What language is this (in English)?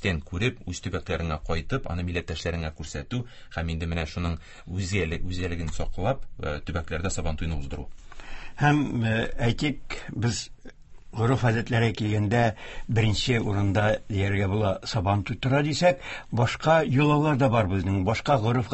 Tatar